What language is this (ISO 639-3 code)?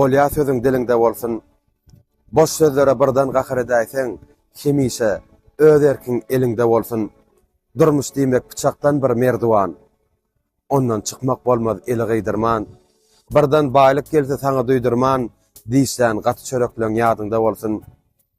tuk